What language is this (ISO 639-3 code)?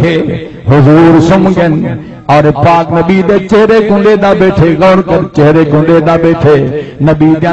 skr